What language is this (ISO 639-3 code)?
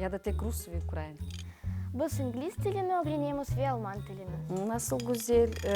crh